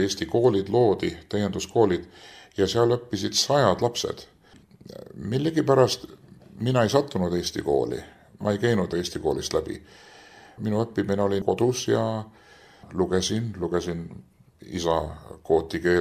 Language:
Estonian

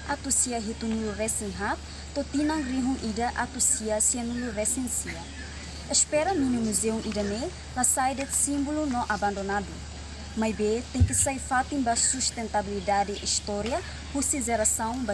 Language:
Tetum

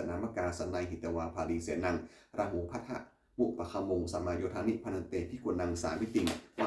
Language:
Pali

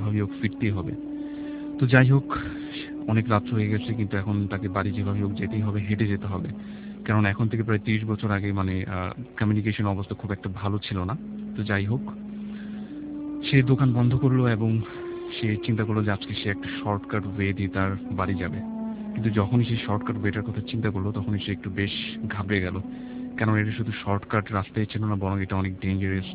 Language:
Bangla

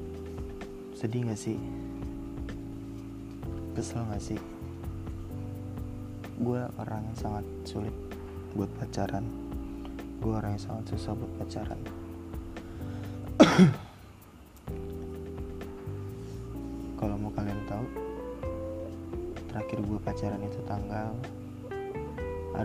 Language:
Indonesian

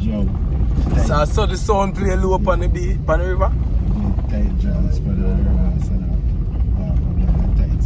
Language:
Jamaican Creole English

